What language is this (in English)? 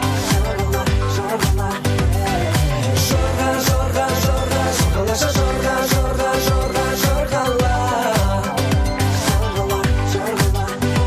Kazakh